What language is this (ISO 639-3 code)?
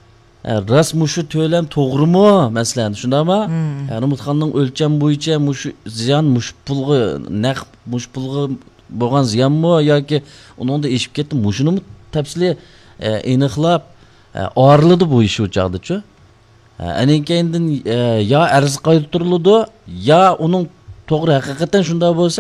uig